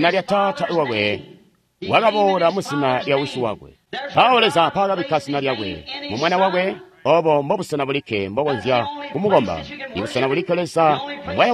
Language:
Tonga (Zambia)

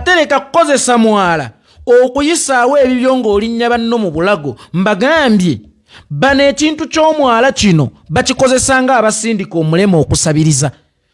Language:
Ganda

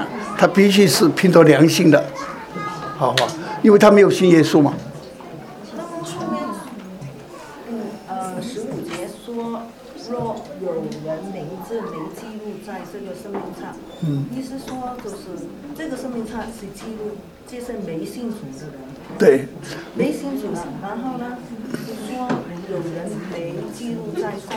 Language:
Chinese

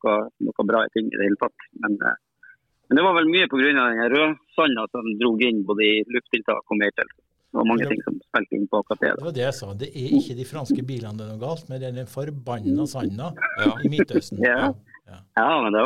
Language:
Norwegian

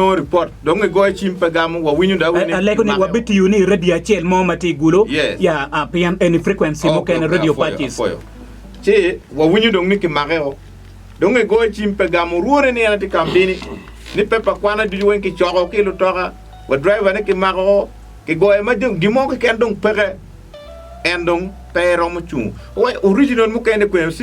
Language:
Acoli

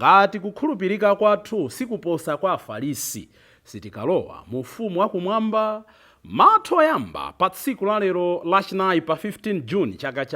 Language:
Nyanja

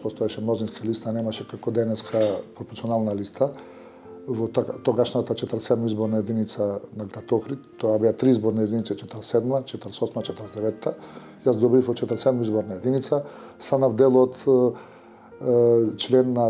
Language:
Macedonian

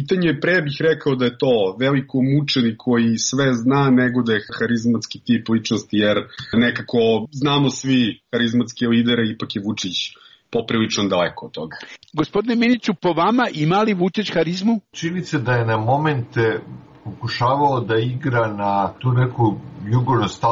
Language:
Serbian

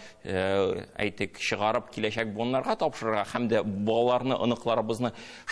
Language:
Tatar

